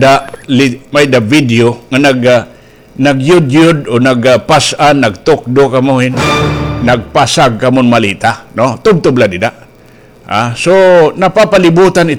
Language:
Waray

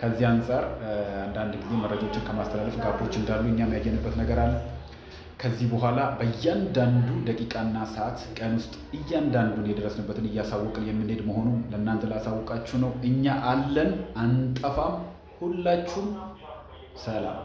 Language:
Amharic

